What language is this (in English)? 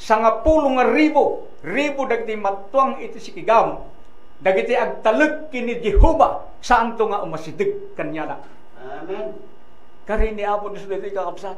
Iloko